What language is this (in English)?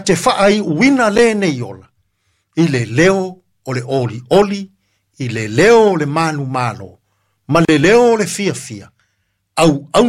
Samoan